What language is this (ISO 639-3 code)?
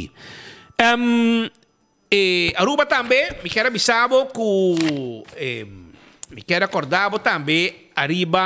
pap